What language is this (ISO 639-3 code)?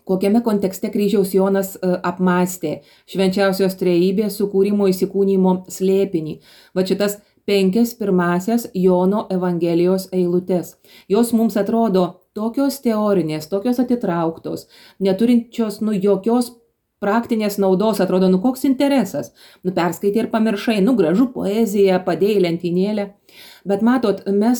lit